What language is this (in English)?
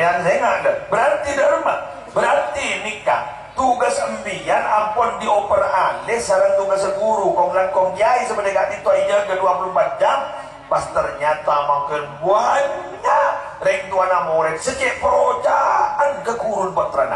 Madurese